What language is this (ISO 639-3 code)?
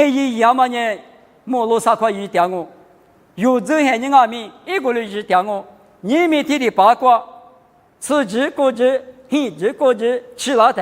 lis